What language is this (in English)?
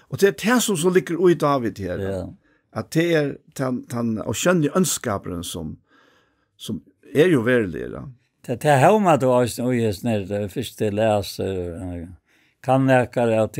Faroese